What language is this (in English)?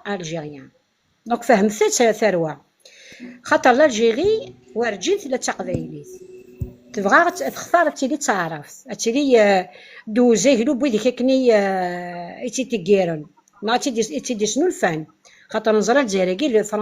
Kabyle